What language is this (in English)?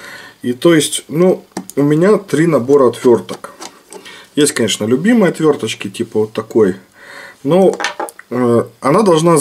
Russian